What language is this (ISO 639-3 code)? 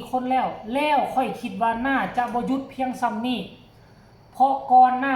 lao